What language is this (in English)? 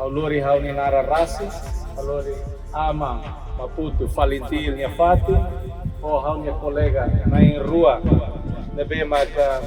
Tetum